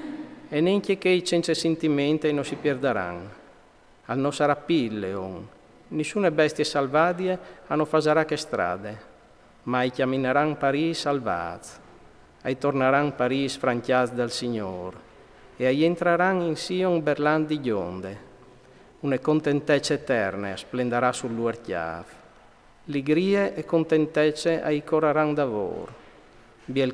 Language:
Friulian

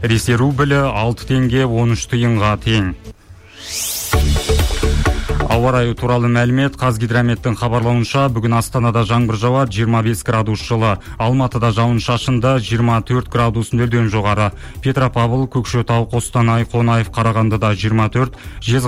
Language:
Kazakh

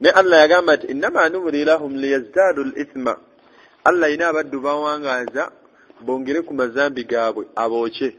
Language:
Ganda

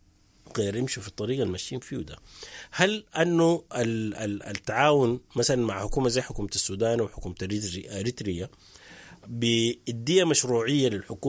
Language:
Sudanese Arabic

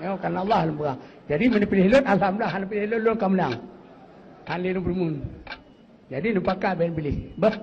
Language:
Achinese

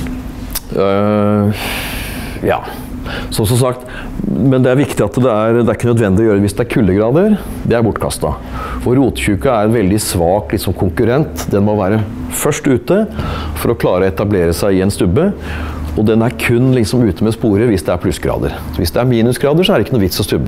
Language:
Norwegian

